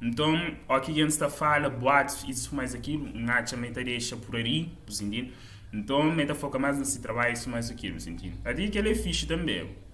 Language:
Kabuverdianu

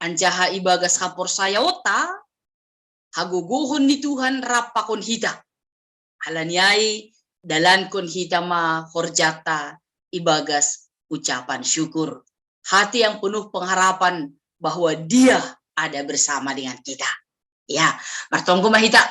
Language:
Batak Simalungun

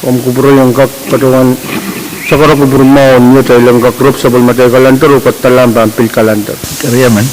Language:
Pohnpeian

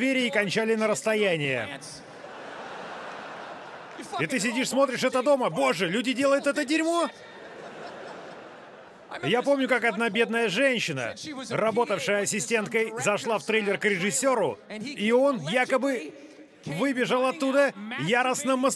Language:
Russian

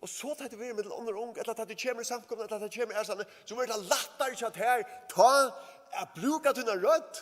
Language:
Faroese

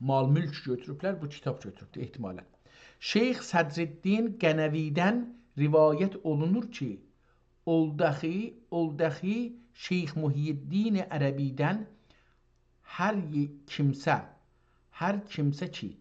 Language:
South Azerbaijani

